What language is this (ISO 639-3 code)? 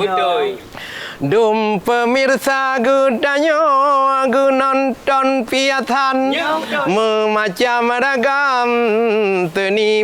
ace